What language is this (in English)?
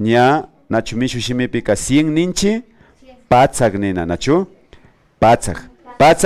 Imbabura Highland Quichua